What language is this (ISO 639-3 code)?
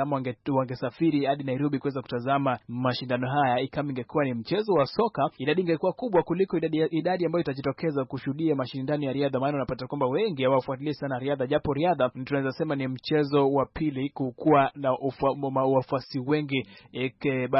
swa